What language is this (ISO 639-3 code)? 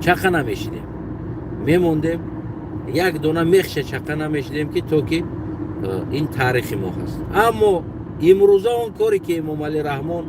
tgk